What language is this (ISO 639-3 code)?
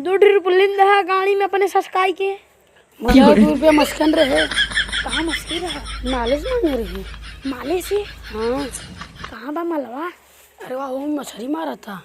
awa